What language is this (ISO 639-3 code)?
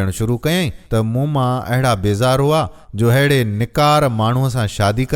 snd